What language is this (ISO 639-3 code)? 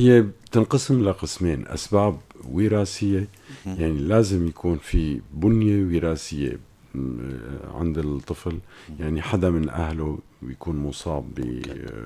apc